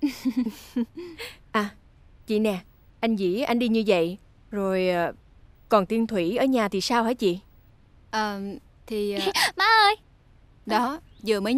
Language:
Vietnamese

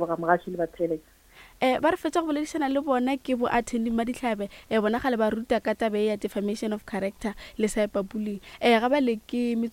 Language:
Northern Sotho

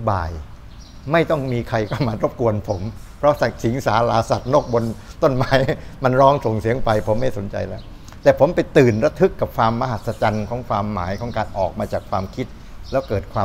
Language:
Thai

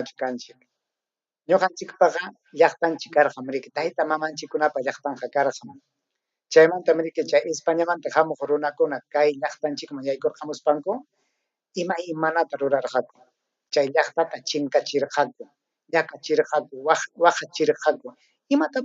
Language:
Ayacucho Quechua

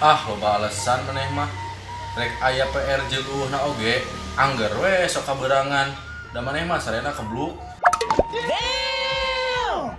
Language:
Sundanese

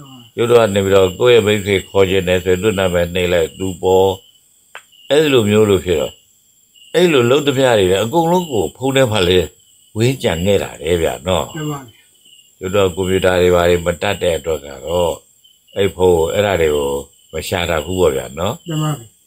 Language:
Burmese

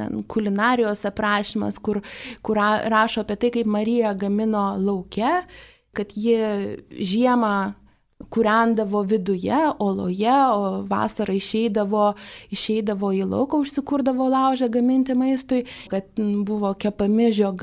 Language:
Lithuanian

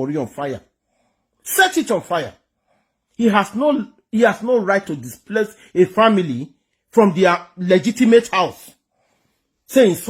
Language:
Nigerian Pidgin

